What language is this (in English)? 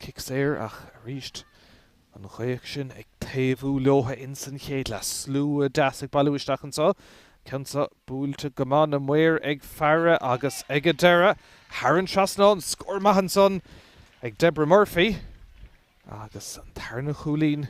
Irish